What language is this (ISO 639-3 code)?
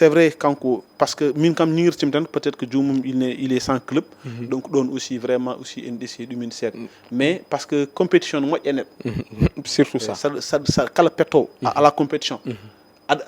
ful